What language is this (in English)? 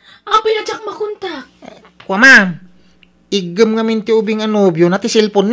Iloko